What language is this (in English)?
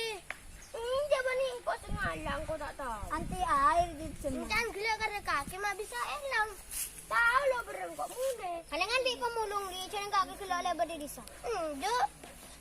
Madurese